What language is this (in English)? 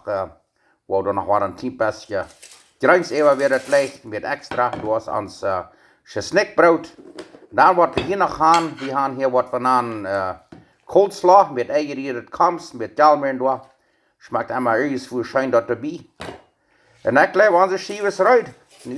Plautdietsch